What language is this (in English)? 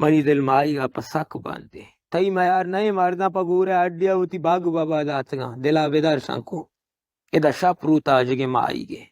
Baluchi